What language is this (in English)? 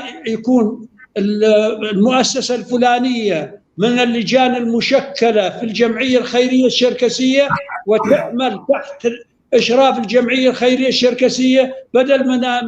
North Levantine Arabic